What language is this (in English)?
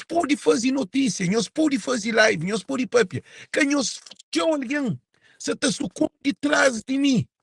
Kabuverdianu